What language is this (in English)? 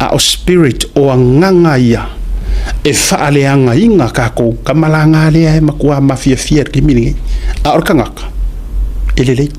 Samoan